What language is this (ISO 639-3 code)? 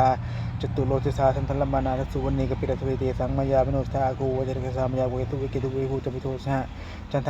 pli